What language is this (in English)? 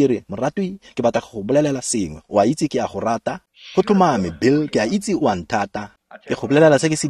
Tswana